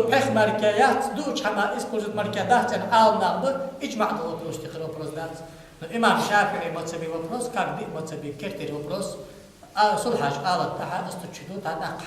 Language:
Ingush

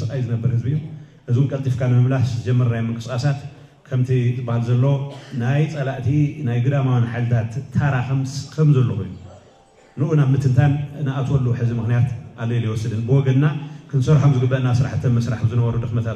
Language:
Tigrinya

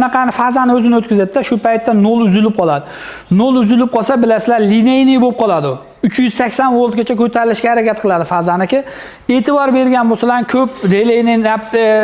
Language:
Uzbek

